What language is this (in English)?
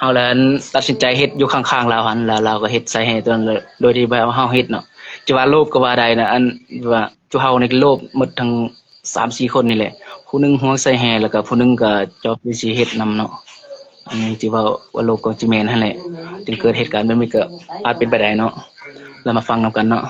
Lao